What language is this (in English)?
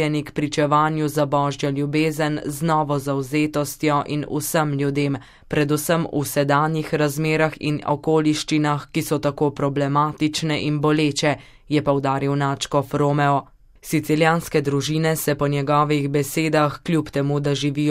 Slovenian